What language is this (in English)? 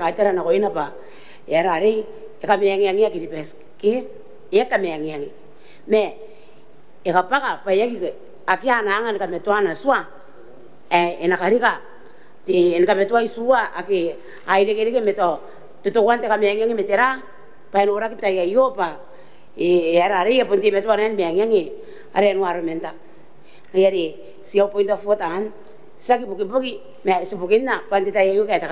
Gilbertese